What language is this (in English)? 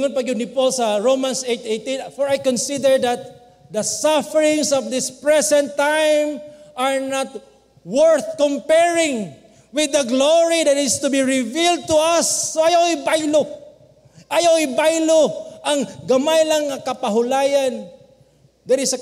Cebuano